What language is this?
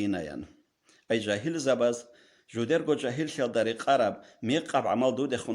Avaric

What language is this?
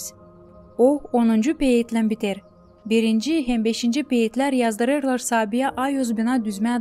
Gagauz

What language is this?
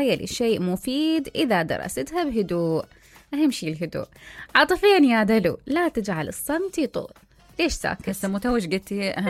Mesopotamian Arabic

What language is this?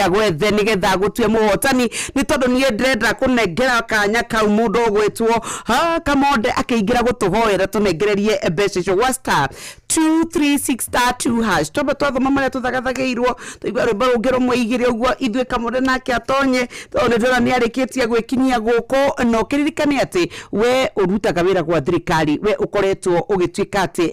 Kikuyu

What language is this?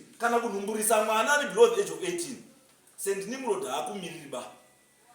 Shona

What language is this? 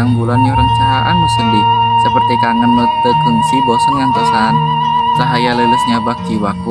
Sundanese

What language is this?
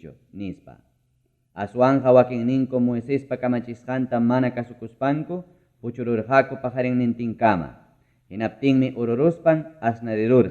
Ayacucho Quechua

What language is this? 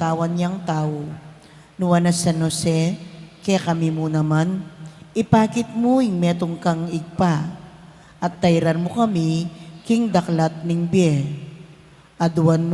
Pampanga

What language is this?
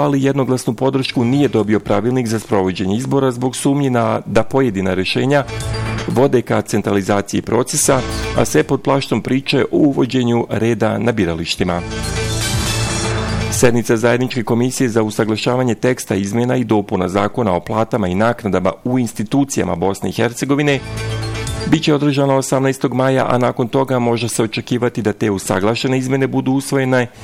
Serbian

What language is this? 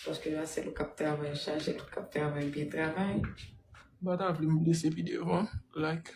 Haitian Creole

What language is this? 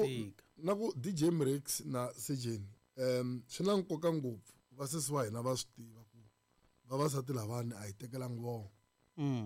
Tsonga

